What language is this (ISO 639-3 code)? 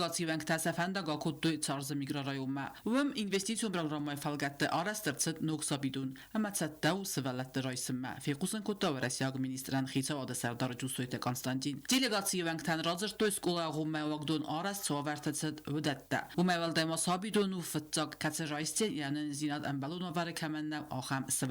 oss